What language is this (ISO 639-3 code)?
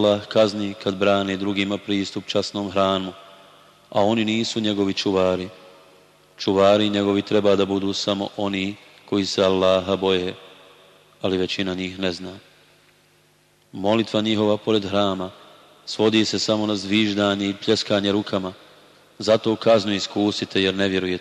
bos